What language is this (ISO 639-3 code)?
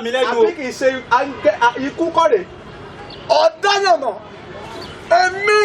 yor